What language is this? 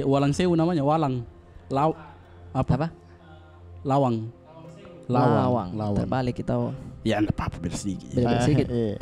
Makassar Malay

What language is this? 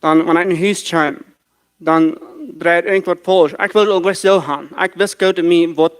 Plautdietsch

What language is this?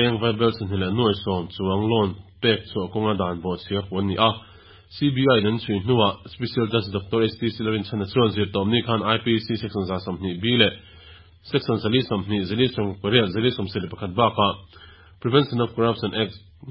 Mizo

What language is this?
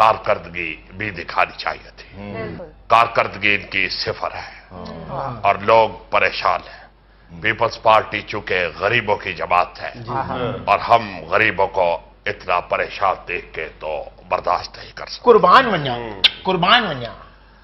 Urdu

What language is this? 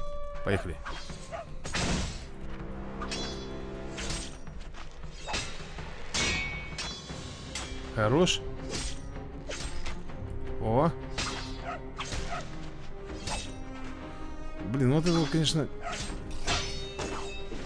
Russian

